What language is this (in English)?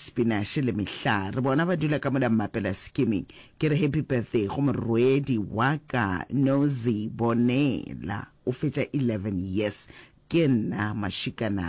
Northern Sotho